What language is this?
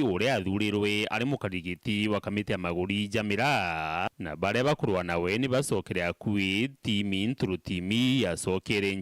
Meru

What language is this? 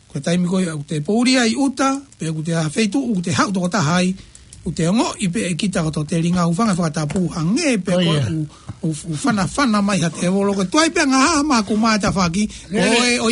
Tongan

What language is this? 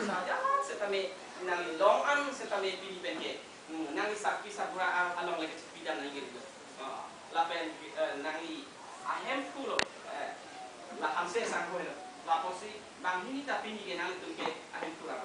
Karbi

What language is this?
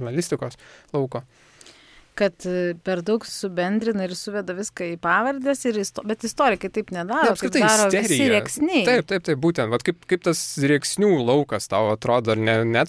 Lithuanian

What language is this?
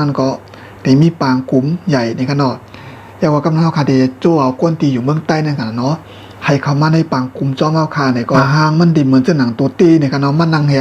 Shan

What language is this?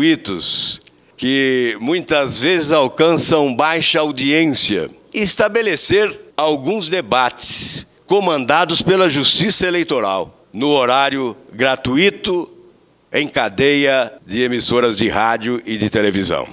Portuguese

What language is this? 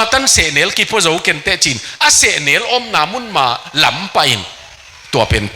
Tedim Chin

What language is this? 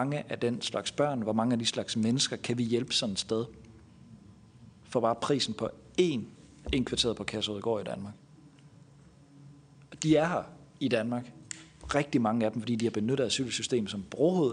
Danish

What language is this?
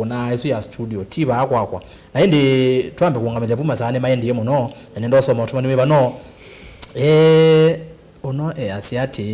Kamba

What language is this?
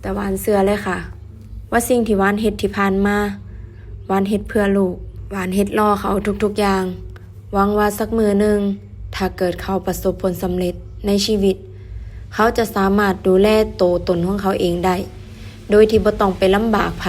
Northeastern Thai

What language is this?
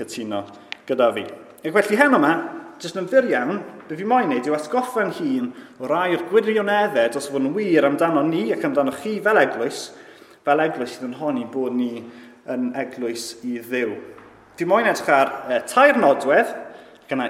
Welsh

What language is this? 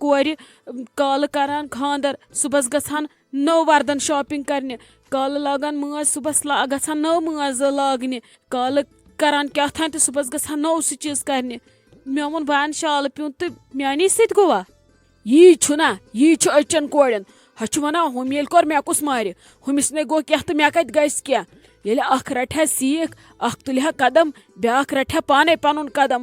Kashmiri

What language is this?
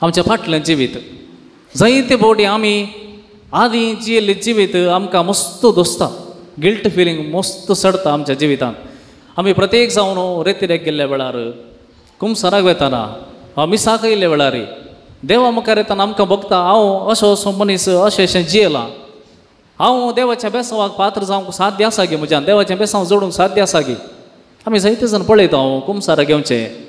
Konkani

